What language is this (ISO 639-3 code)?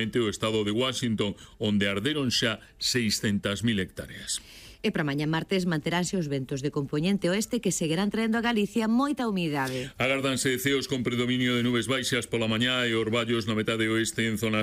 glg